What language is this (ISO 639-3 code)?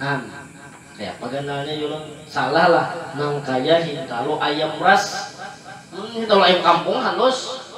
bjn